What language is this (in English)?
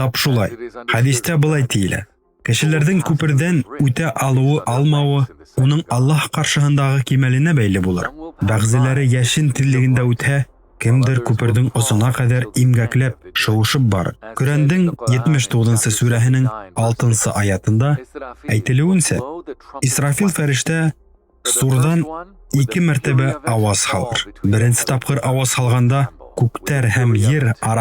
Bashkir